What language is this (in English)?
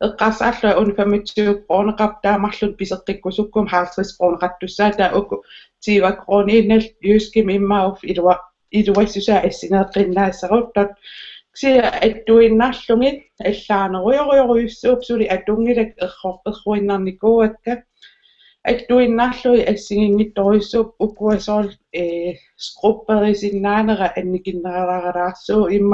Kalaallisut